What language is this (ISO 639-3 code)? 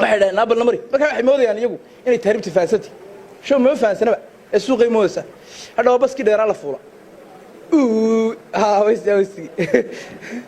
som